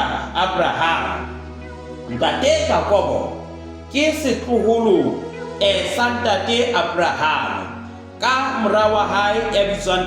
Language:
Southern Sotho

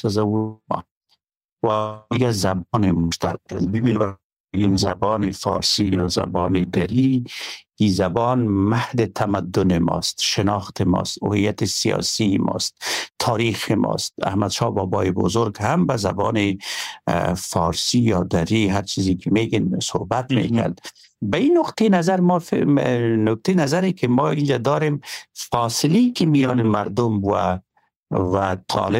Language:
Persian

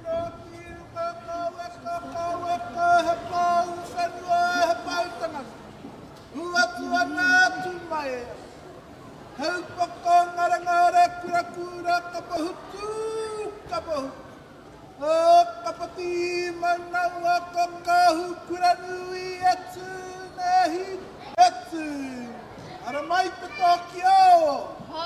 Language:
Māori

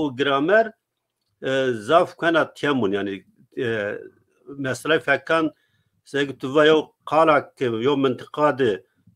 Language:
Zaza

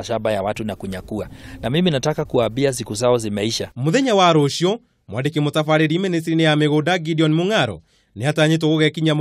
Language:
Kikuyu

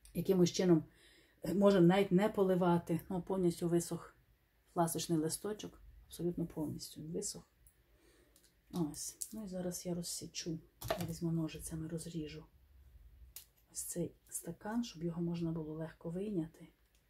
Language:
Ukrainian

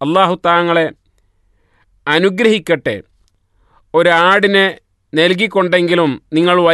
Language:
Malayalam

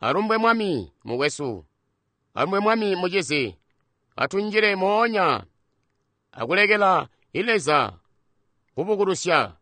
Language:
Tonga (Zambia)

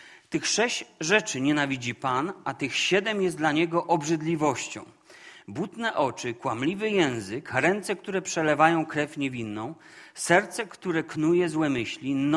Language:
Polish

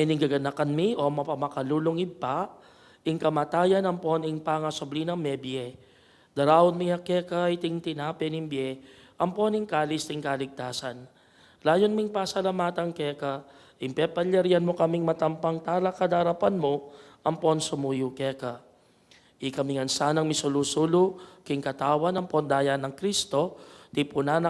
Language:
Pampanga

